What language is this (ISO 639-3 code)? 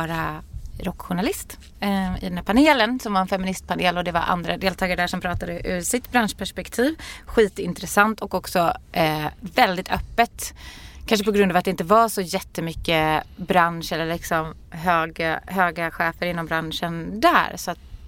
swe